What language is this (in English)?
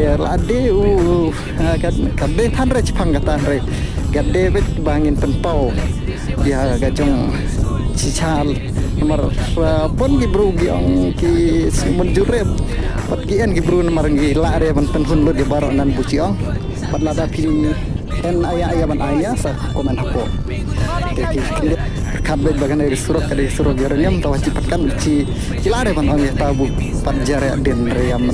Khasi